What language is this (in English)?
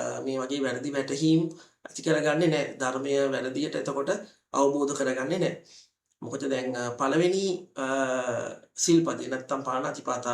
Sinhala